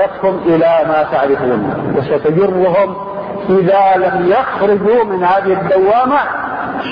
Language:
Arabic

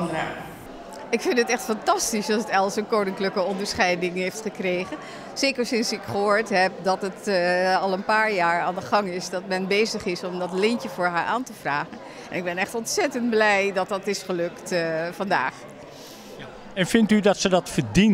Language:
Dutch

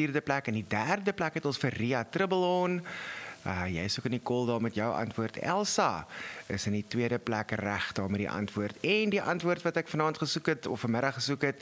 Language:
Afrikaans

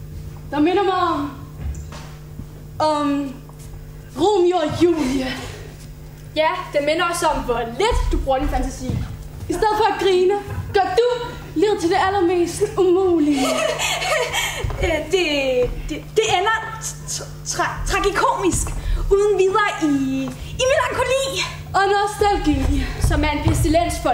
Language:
Danish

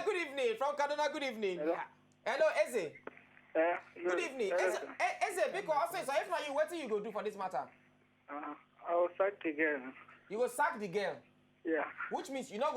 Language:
Nigerian Pidgin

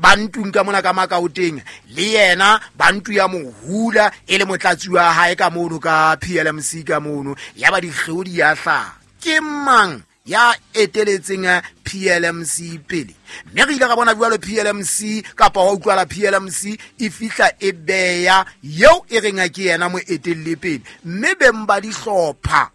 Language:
Southern Sotho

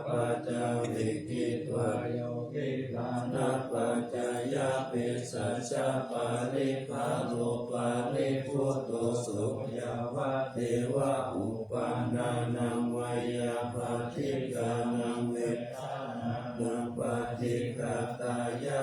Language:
Pali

